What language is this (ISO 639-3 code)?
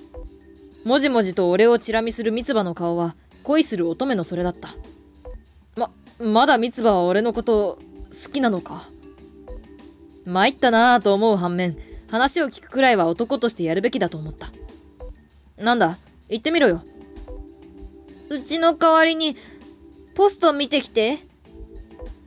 jpn